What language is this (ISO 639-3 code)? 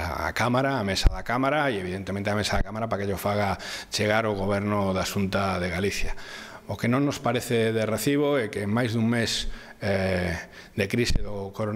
glg